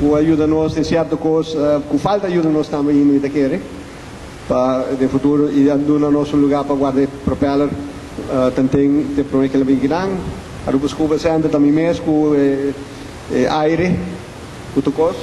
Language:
Papiamento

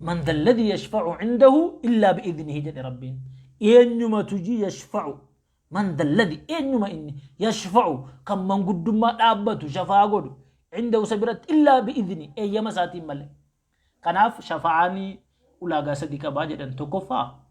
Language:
Oromo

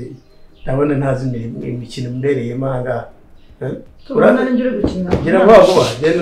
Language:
Kinyarwanda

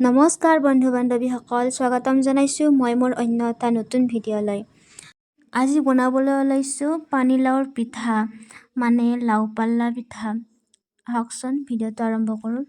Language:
Assamese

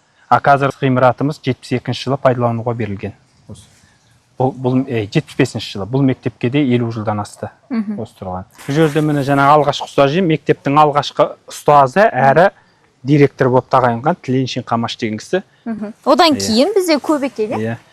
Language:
Kazakh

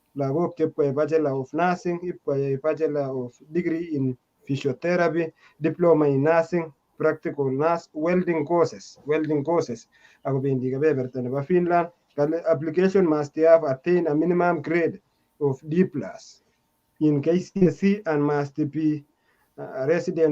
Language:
Kalenjin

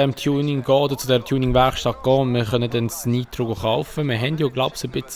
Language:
Swiss German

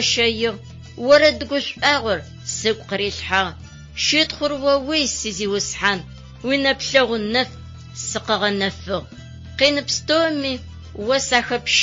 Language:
Adyghe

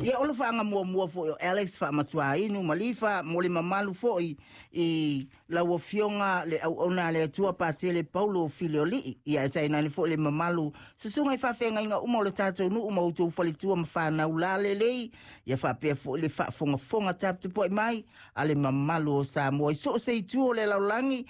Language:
Samoan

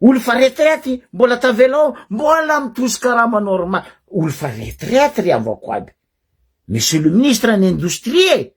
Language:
Malagasy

